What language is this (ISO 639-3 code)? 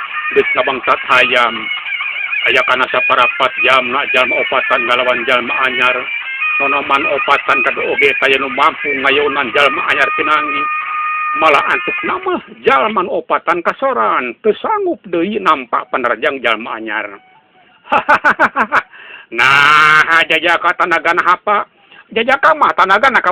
sun